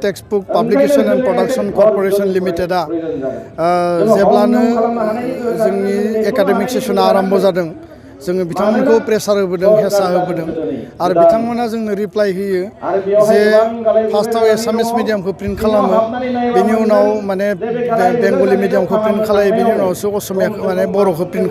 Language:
Bodo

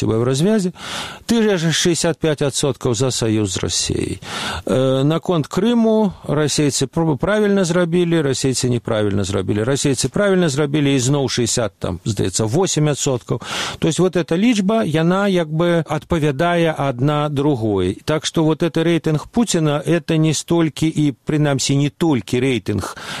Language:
Belarusian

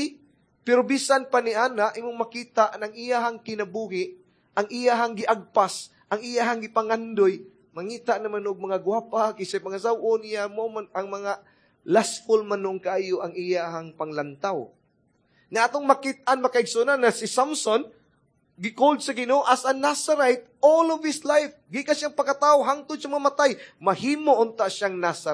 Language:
Cebuano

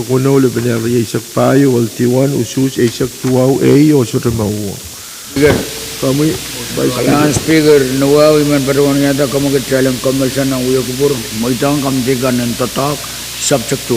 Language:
Pohnpeian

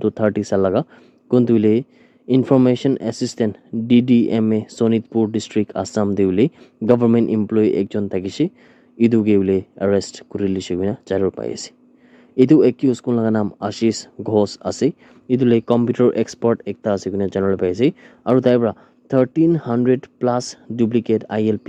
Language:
Naga Pidgin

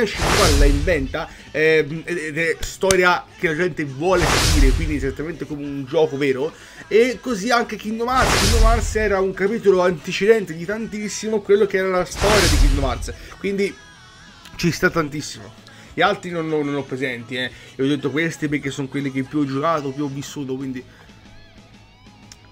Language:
Italian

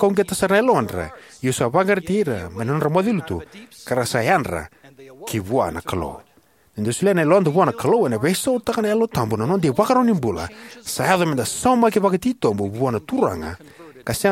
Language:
Fijian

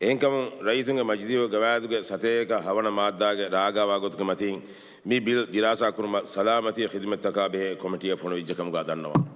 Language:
Divehi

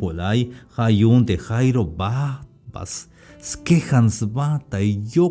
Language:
Tzeltal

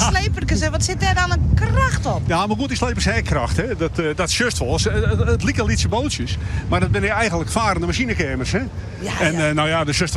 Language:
Western Frisian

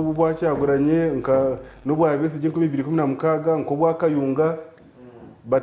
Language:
Nyankole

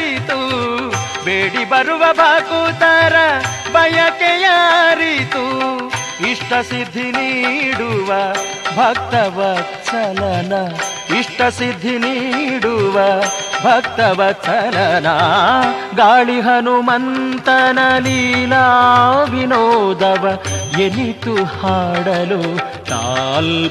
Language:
Kannada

